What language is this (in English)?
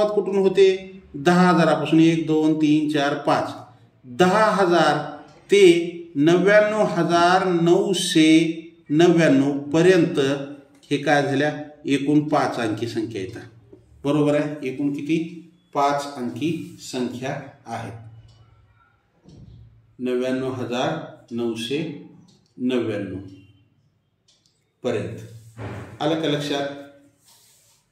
Marathi